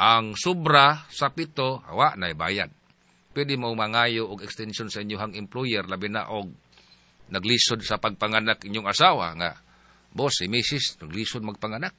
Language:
Cebuano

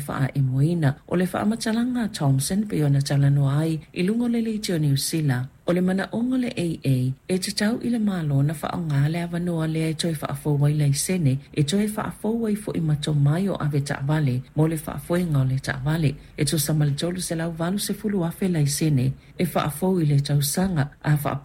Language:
Samoan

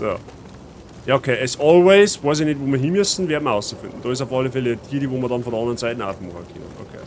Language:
Bavarian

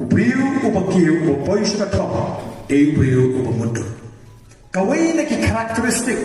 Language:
Khasi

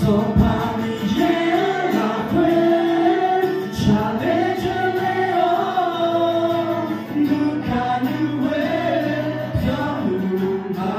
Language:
Akha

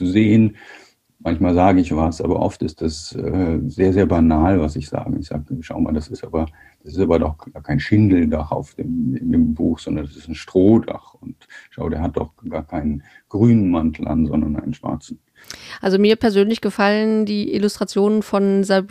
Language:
German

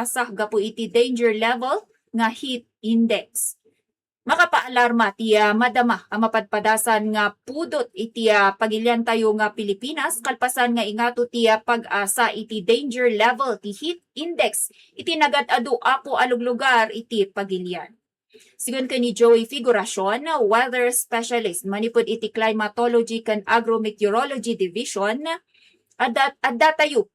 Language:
Iloko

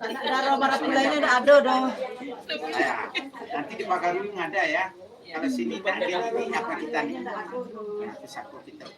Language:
Minangkabau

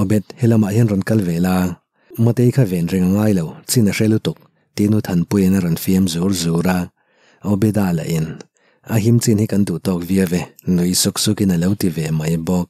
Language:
Mizo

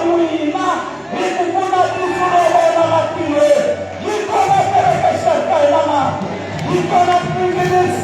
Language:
Tsonga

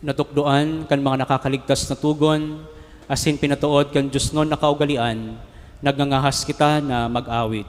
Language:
Bikol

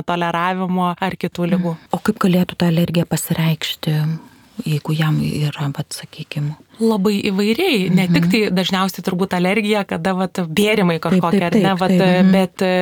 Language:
Lithuanian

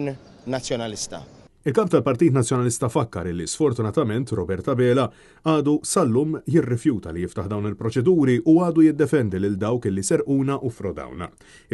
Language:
Maltese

